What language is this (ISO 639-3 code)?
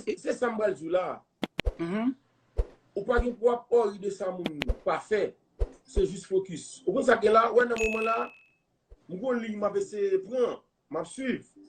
hat